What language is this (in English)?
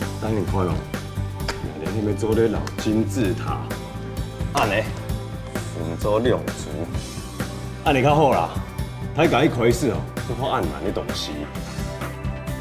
Hakka Chinese